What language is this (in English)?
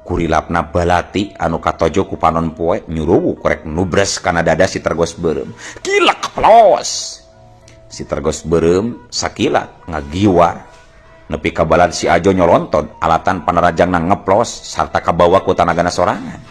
Sundanese